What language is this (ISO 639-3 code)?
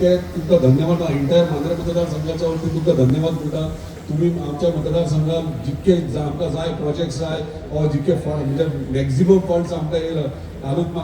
kok